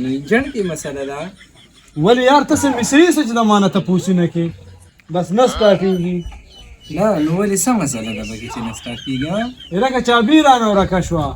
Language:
Pashto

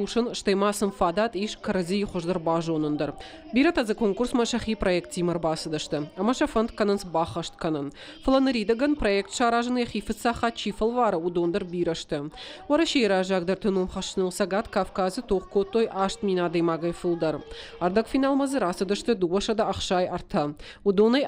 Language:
Ossetic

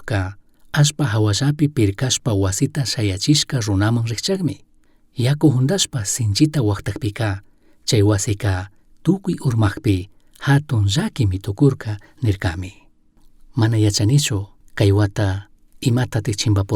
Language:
Chimborazo Highland Quichua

